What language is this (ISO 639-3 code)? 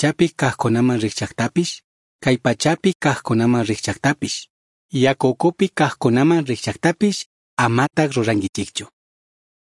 qug